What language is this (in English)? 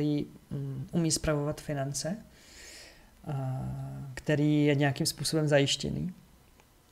Czech